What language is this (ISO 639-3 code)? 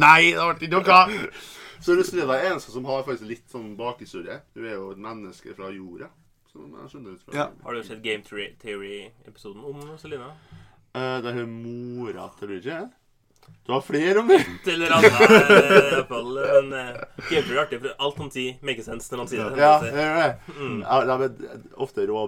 nor